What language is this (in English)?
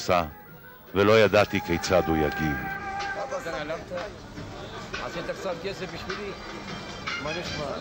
Hebrew